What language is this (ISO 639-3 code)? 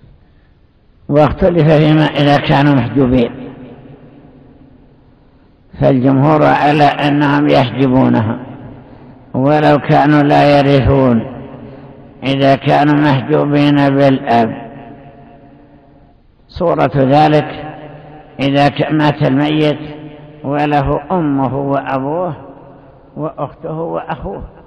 ara